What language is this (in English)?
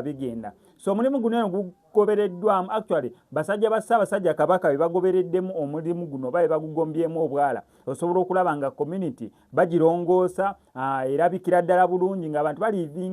Ganda